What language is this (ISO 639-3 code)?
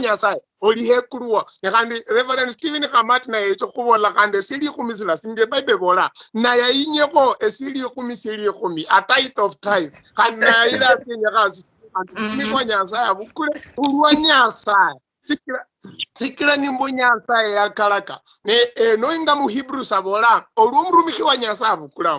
luy